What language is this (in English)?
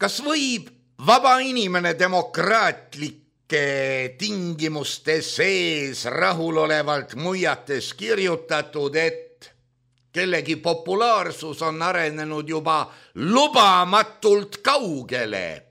Estonian